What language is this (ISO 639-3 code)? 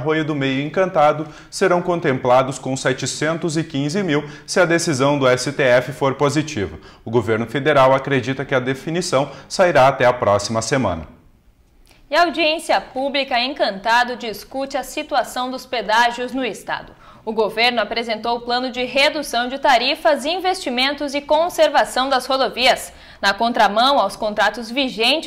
por